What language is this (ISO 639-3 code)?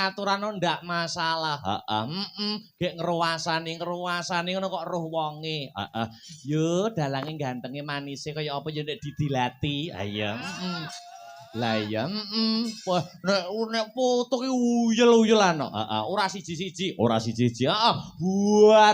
jav